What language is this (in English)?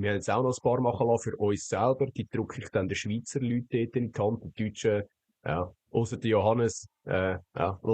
Swiss German